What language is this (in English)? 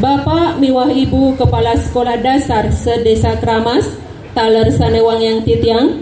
Balinese